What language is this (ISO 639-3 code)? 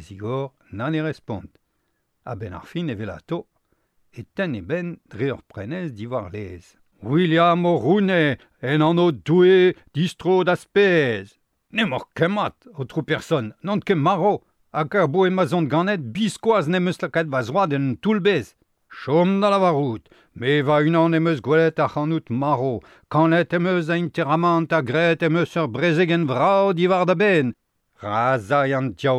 bre